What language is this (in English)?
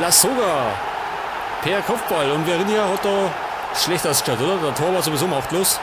Bavarian